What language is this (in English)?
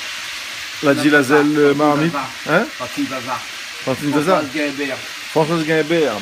Réunion Creole French